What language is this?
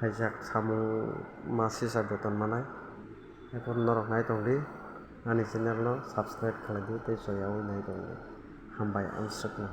Kok Borok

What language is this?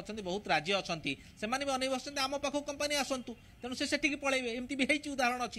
Odia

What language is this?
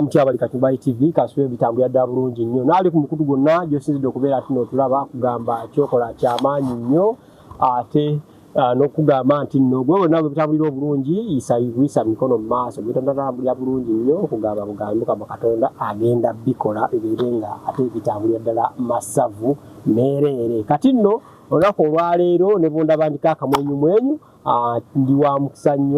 Ganda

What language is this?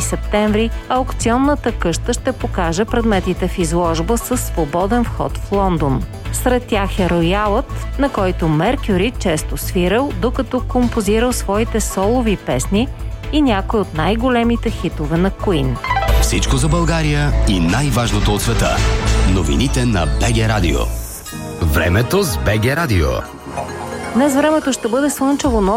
Bulgarian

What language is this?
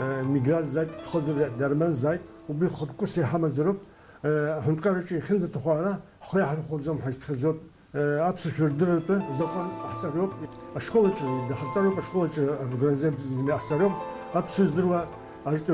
Abkhazian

